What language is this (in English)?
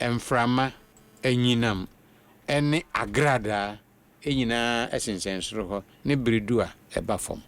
Akan